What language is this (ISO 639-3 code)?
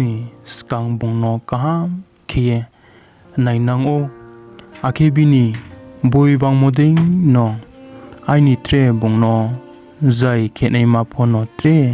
ria